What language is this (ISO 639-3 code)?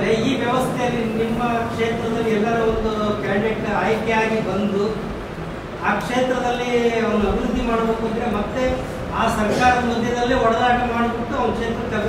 kan